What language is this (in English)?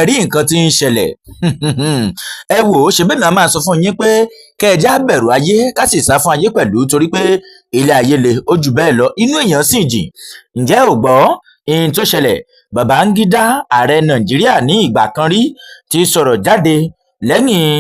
Yoruba